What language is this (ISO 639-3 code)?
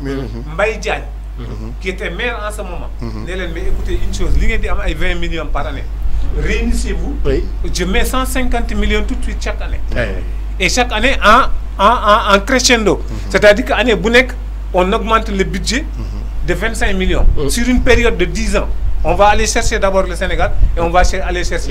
wol